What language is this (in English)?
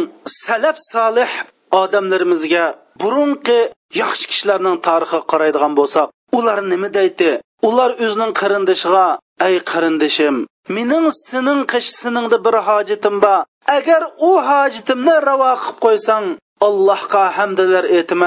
Uyghur